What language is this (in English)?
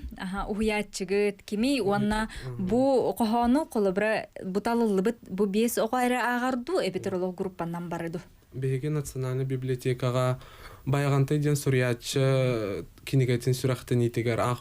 Yakut